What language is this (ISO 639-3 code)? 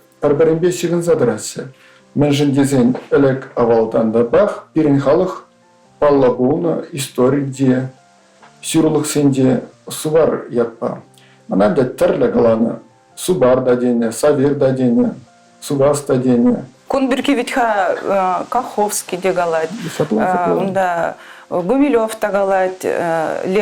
chv